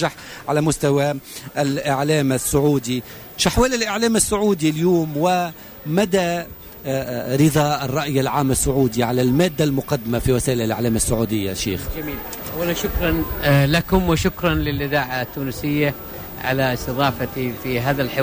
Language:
Tunisian Arabic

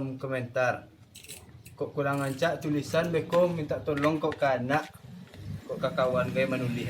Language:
Minangkabau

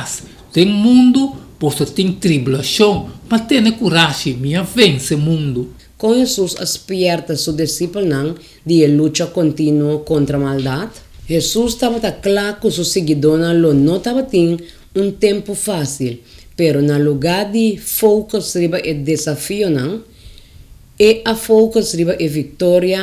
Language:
Papiamento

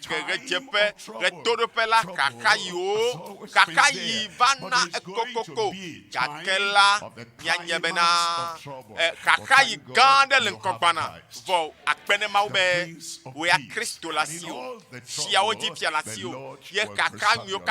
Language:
Ewe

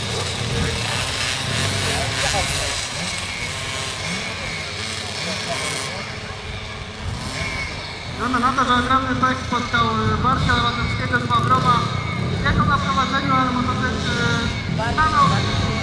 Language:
Polish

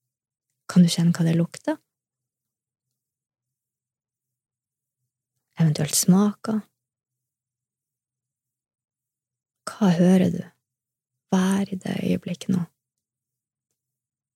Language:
Norwegian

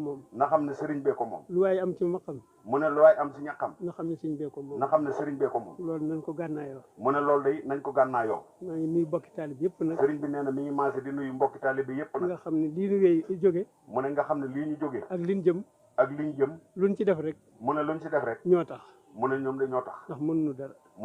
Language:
Wolof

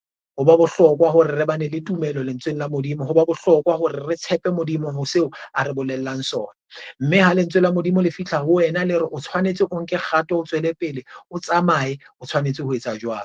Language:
Southern Sotho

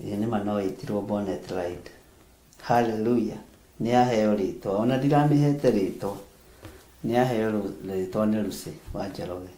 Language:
Kikuyu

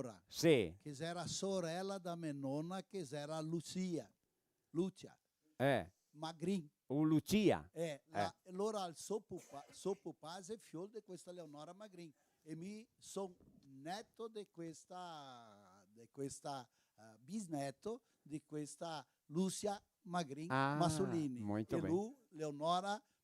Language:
Venetian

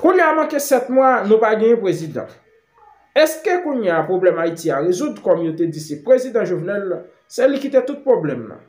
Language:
Haitian Creole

